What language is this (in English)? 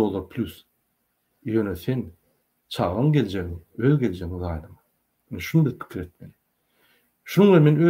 Turkmen